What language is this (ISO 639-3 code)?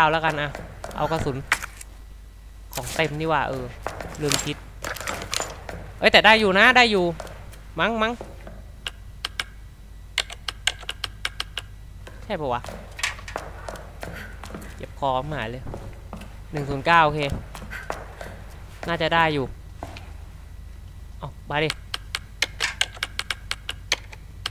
tha